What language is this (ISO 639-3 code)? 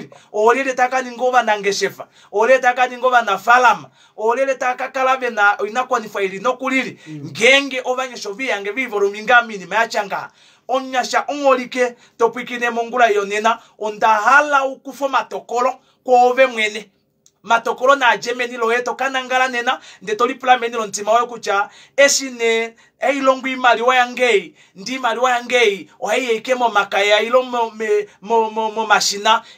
kua